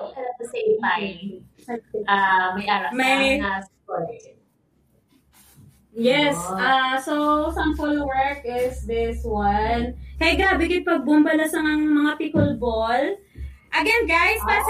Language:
Filipino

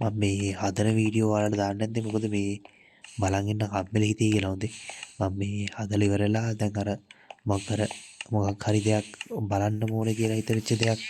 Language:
Sinhala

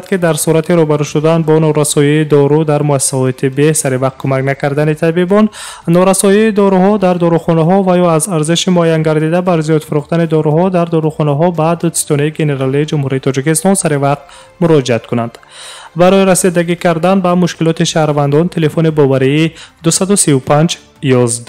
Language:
Tajik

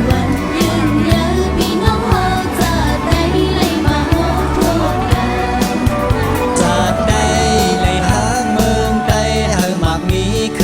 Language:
Shan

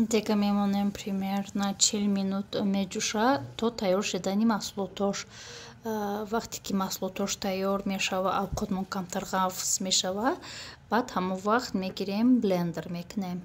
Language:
Tajik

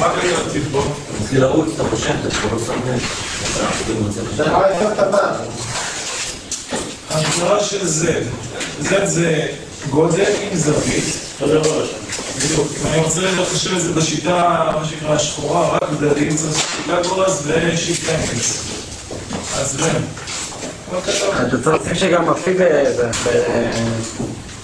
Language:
Hebrew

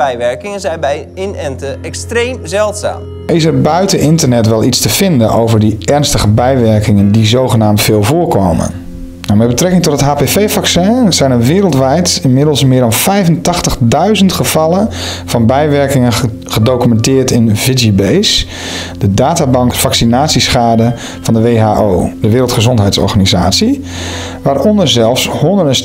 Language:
Dutch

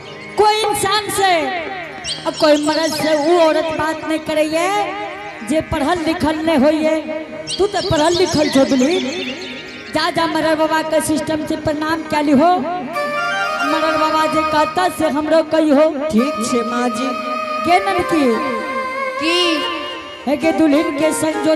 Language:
Angika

